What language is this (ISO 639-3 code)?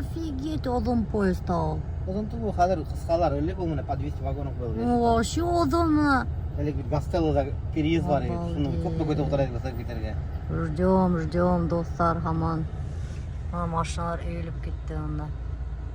bak